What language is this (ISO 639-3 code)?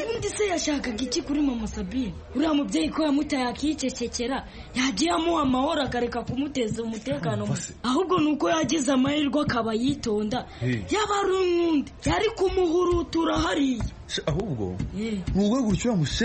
kin